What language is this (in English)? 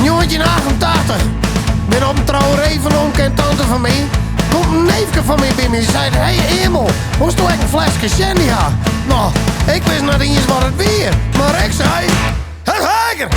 Western Frisian